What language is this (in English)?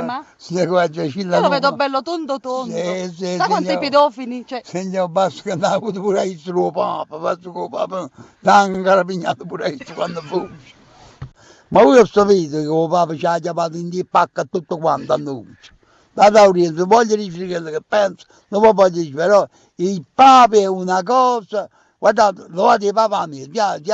Neapolitan